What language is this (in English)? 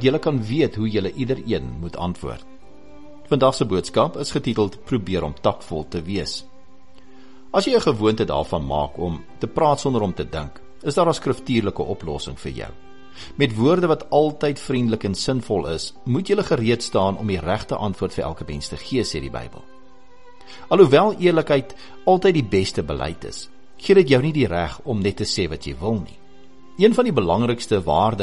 Afrikaans